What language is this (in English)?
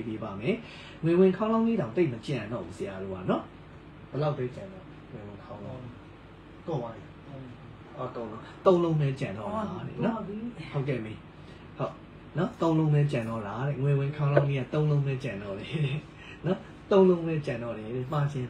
Burmese